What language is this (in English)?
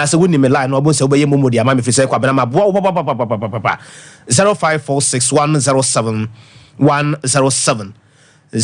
Akan